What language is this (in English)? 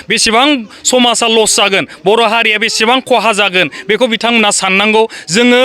Bodo